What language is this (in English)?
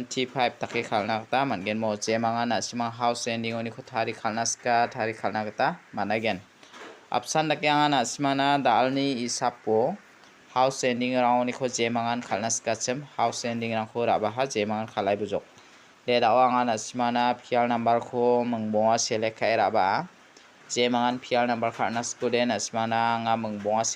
Garo